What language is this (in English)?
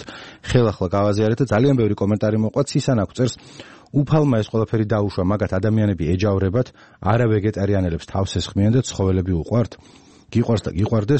Georgian